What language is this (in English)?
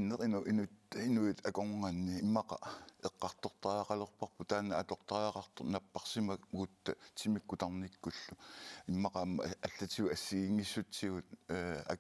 Kalaallisut